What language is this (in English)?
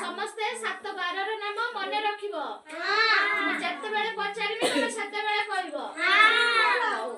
Odia